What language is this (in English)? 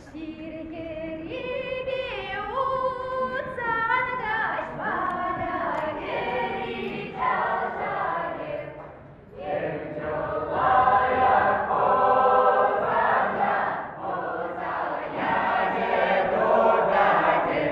Chuvash